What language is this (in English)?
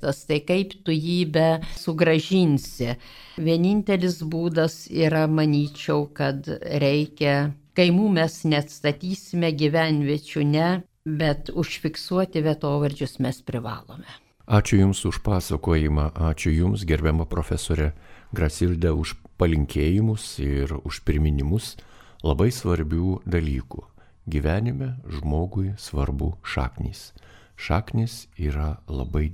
Lithuanian